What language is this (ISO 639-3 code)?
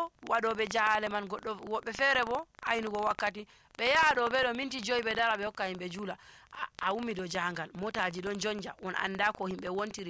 fuv